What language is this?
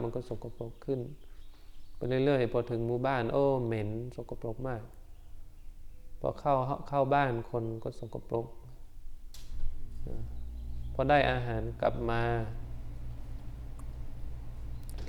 Thai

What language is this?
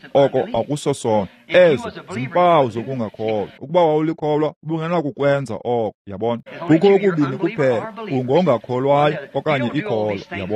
Xhosa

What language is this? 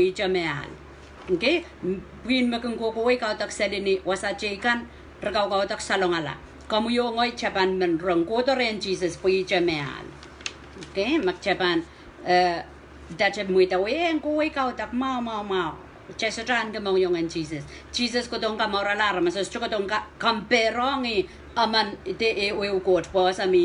Pohnpeian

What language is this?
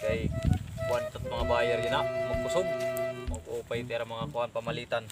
Waray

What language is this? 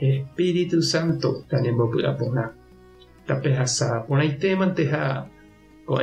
Guarani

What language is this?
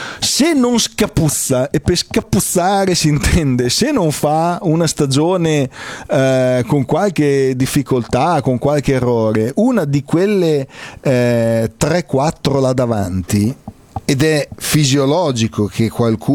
Italian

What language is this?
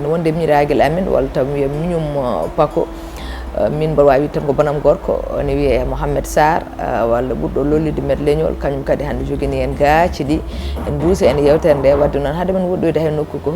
Fula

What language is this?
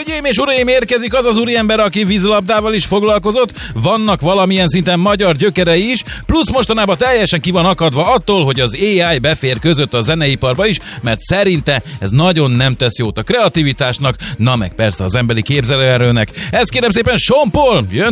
Hungarian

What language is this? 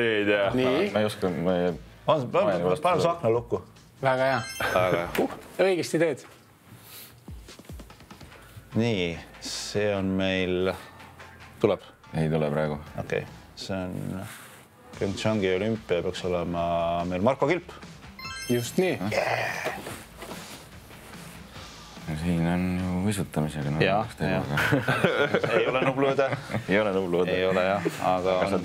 Estonian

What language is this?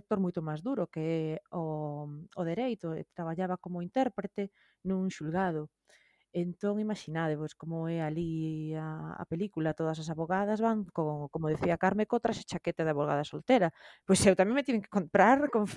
Galician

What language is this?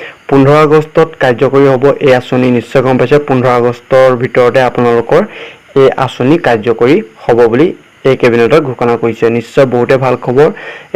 Assamese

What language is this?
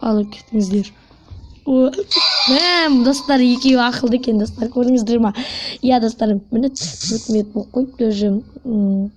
Kazakh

